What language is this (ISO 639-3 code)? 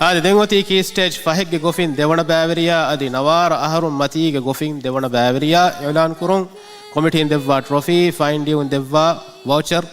div